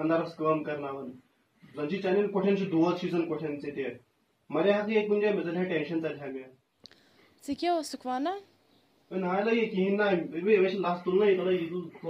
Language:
Kashmiri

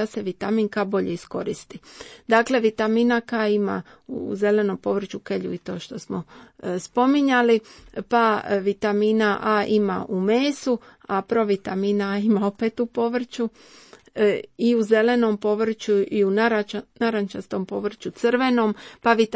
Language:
Croatian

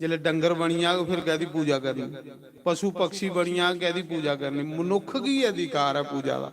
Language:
Dogri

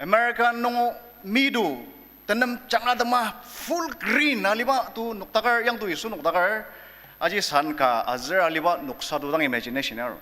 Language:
Ao Naga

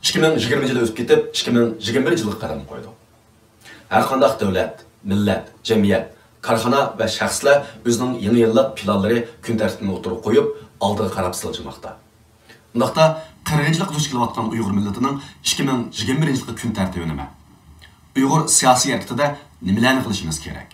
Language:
Uyghur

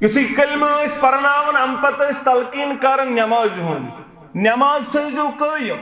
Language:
Kashmiri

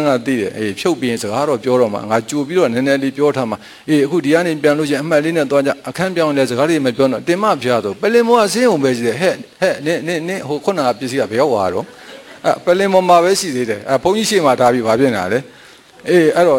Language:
Burmese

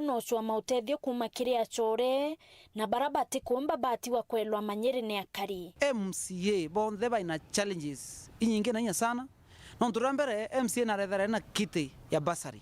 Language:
Meru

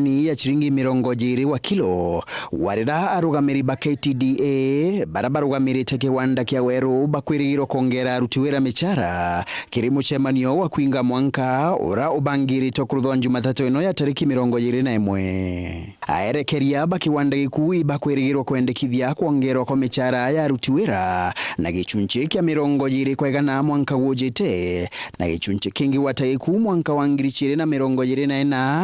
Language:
Meru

